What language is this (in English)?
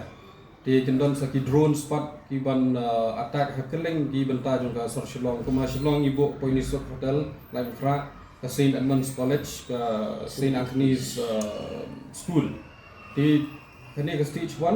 Khasi